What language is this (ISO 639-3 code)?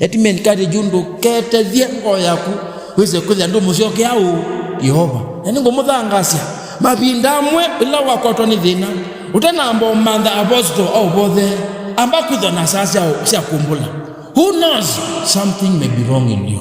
kam